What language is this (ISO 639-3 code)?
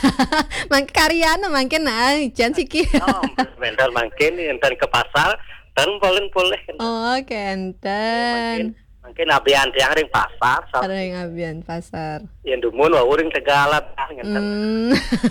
ban